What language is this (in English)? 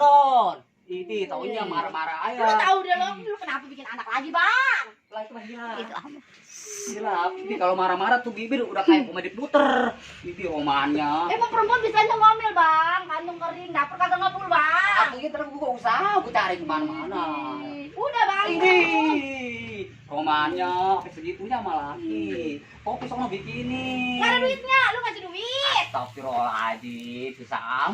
Betawi